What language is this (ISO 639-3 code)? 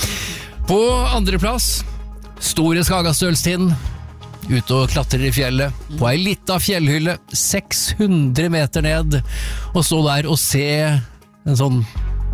nor